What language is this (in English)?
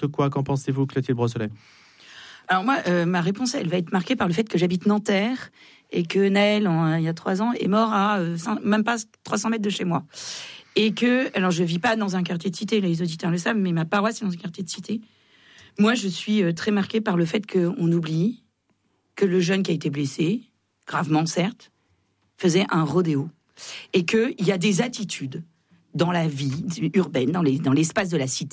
French